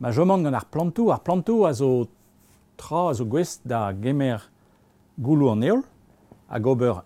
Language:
Breton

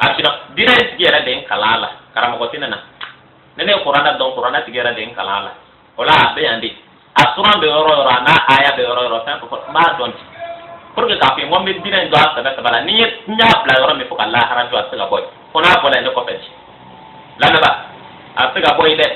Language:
Bambara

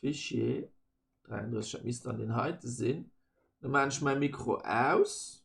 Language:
Luxembourgish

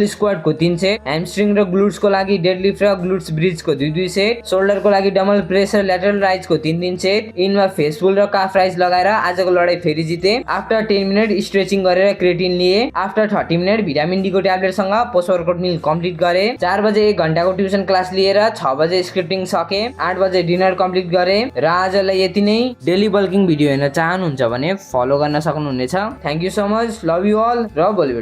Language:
Nepali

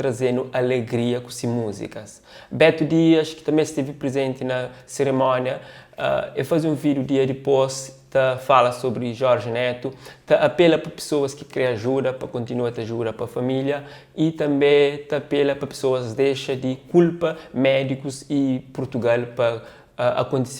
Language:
Kabuverdianu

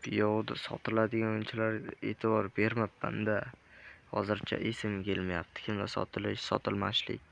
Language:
Uzbek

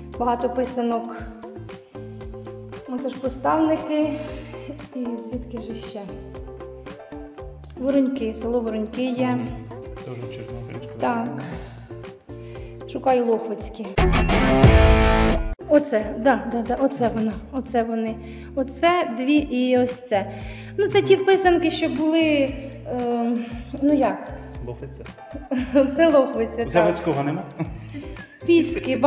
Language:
Ukrainian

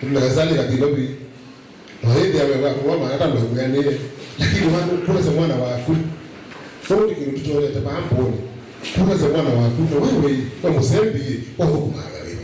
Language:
Kamba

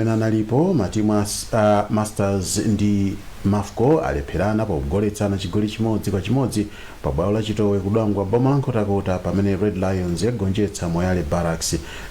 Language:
Nyanja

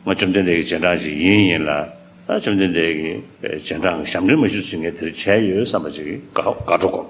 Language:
Tibetan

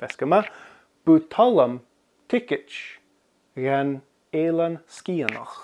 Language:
Scottish Gaelic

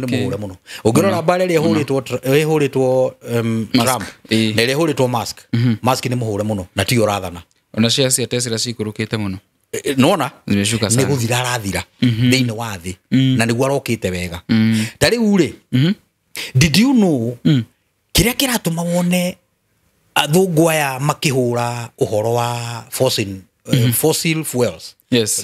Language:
Kikuyu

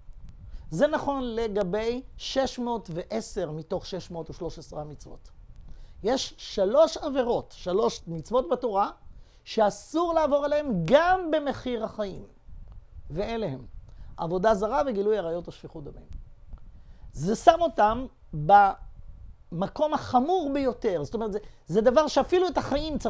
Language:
Hebrew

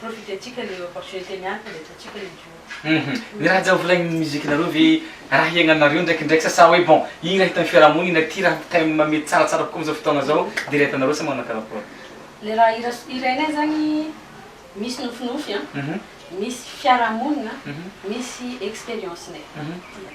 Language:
Malagasy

